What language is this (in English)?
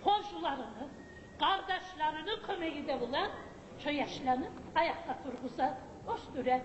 Kumyk